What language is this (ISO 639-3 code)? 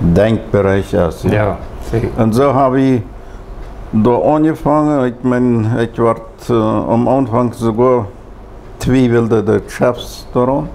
pdt